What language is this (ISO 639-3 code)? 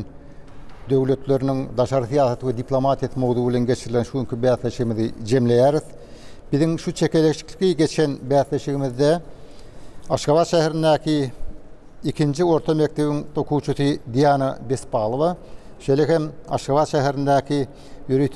tuk